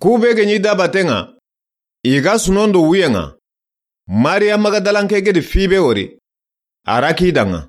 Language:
Soninke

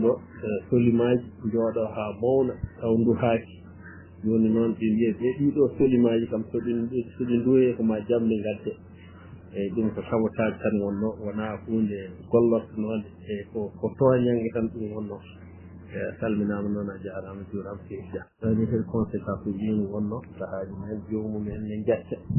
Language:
Fula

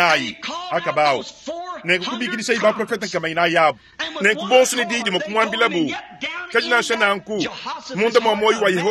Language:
Luba-Lulua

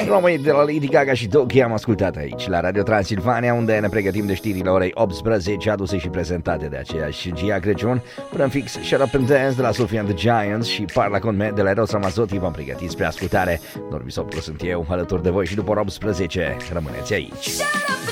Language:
Romanian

